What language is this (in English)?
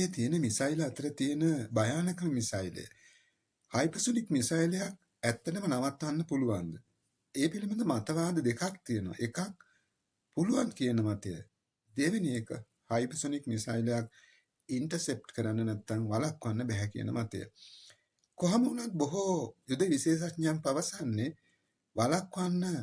Sinhala